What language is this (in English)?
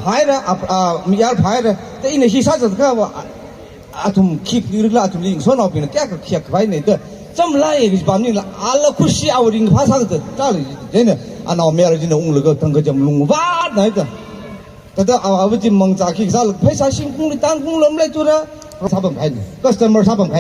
Tangkhul Naga (India)